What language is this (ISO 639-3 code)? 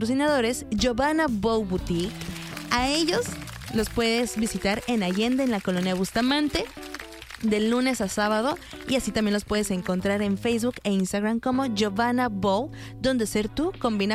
spa